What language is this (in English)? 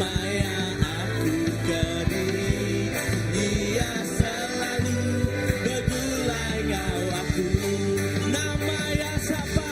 Iban